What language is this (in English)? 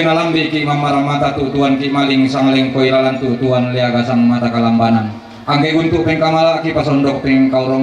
Toraja-Sa'dan